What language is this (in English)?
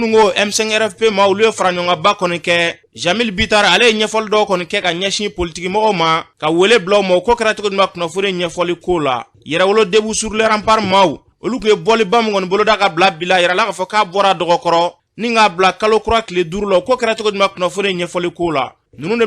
Bambara